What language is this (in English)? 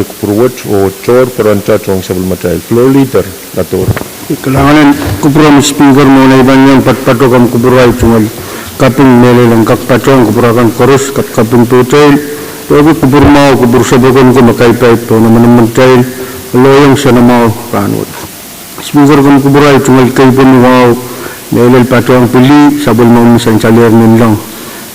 Pohnpeian